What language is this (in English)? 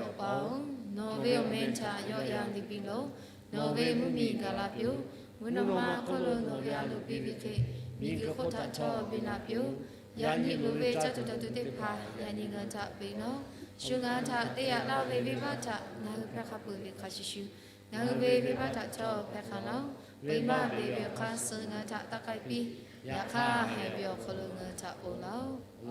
Lahu